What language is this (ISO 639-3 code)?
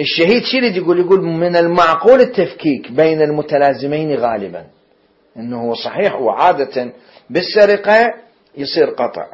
acm